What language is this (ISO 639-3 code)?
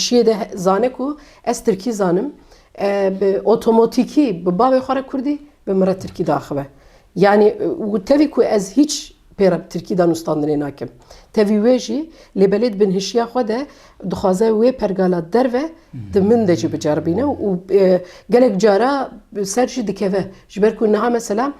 kur